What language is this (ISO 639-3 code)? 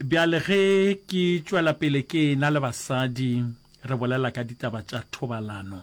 nso